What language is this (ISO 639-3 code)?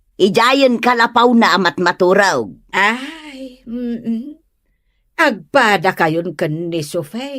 ilo